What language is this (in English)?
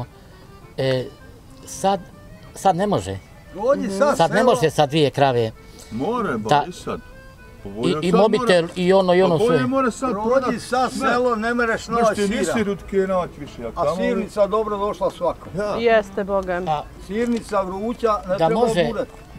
Bosnian